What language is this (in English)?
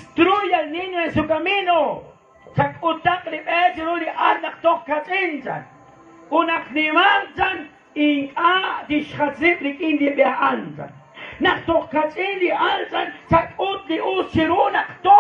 Kekchí